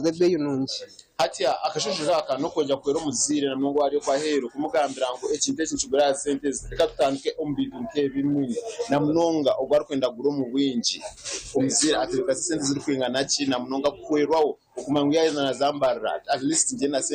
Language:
Nyankole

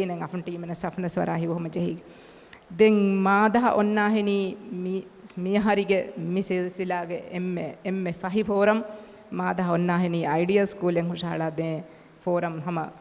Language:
Divehi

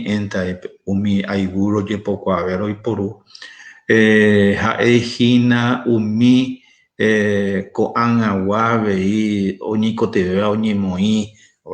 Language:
Guarani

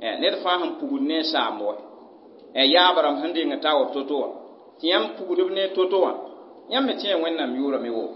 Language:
Mossi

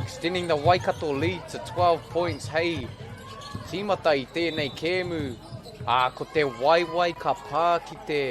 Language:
Māori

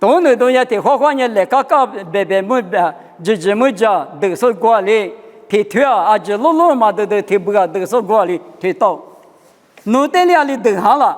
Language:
Lisu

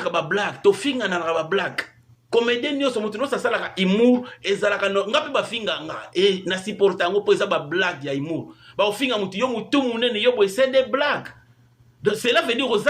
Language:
Lingala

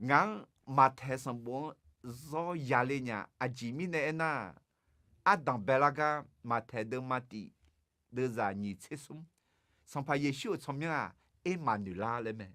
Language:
Akha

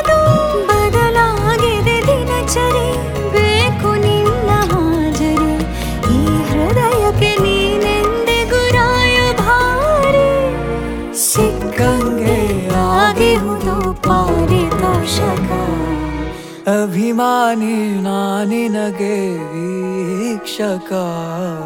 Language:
Kannada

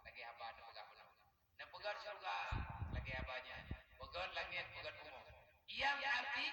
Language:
Achinese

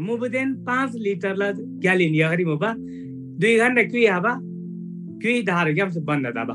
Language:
Eastern Tamang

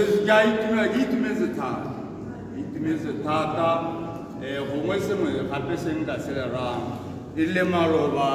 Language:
Tswana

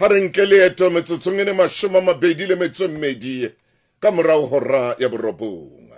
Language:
Southern Sotho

